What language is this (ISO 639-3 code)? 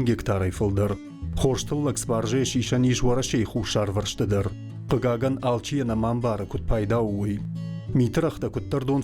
oss